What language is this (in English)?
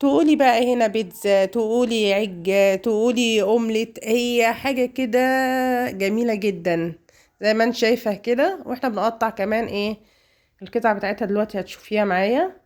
Egyptian Arabic